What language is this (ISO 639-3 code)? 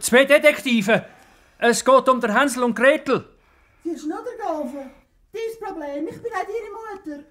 gsw